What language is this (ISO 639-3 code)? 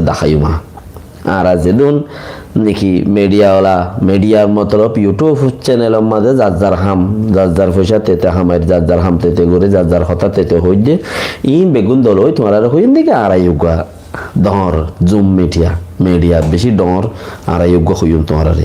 rhg